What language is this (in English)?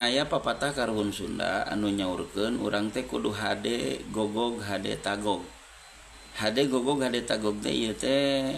Sundanese